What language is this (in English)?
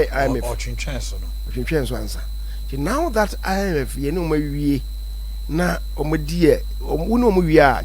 Akan